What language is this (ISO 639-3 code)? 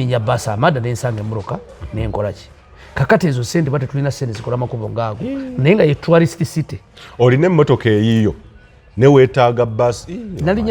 lug